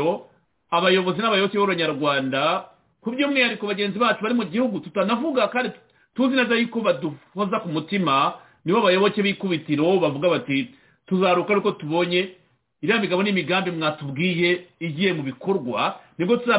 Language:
Kinyarwanda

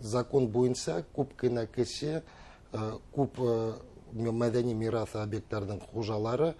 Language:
Bashkir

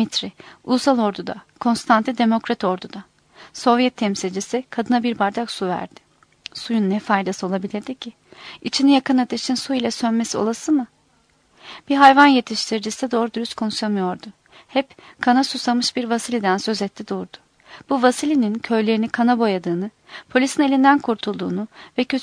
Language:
Turkish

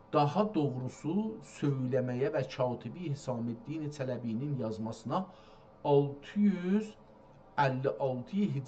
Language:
South Azerbaijani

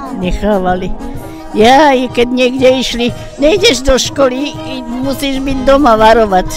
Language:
Slovak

